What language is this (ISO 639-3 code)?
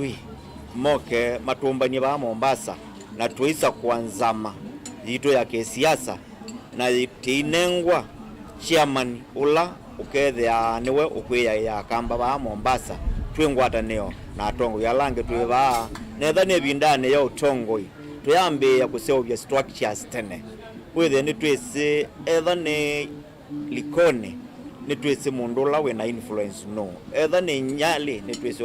kam